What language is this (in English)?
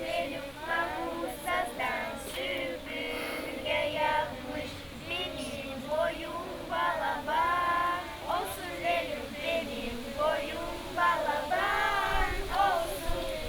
Gagauz